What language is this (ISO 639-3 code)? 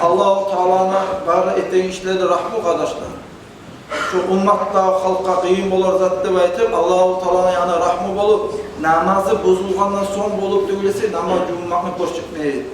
kum